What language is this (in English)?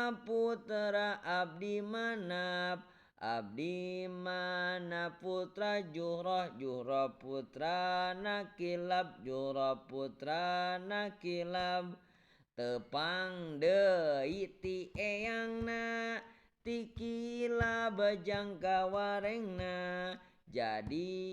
Sundanese